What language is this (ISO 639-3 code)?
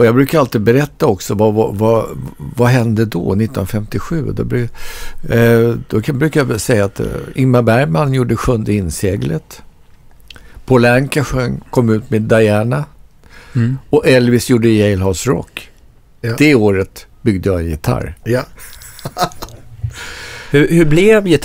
swe